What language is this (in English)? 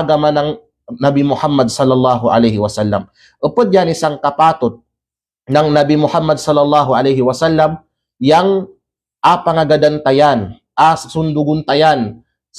Kalagan